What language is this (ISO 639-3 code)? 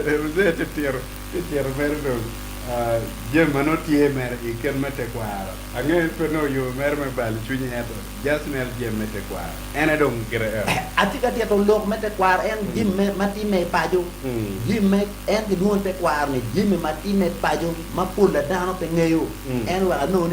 ach